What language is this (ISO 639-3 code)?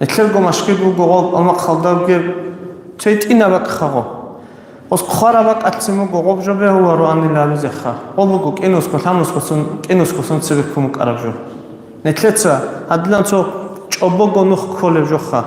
ava